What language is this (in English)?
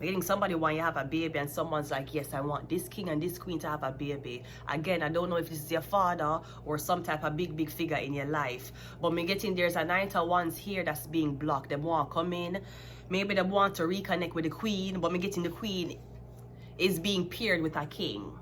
Jamaican Creole English